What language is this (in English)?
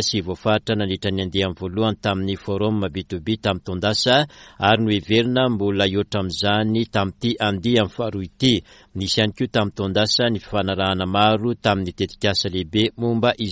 Malagasy